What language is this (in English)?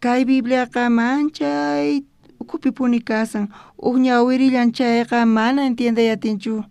South Bolivian Quechua